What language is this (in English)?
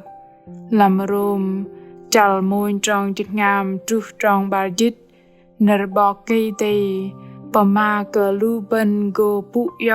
Bahnar